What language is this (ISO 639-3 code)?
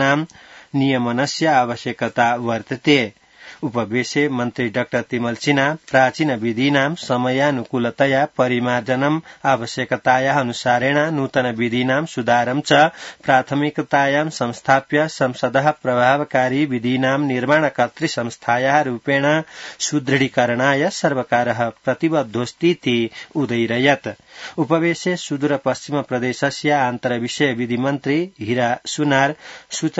san